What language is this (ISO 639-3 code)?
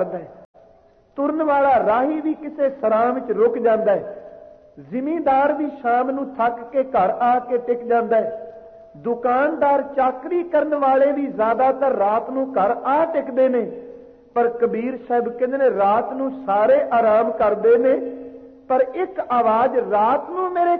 pan